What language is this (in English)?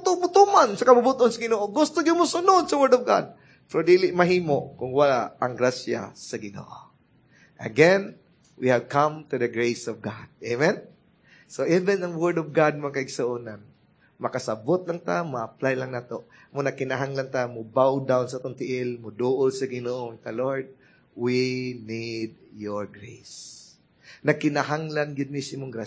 Cebuano